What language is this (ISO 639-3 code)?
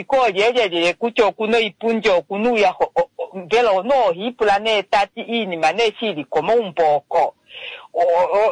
kua